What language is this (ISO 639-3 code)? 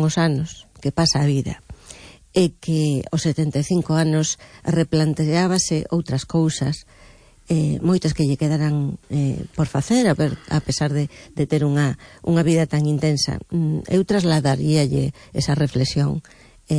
glg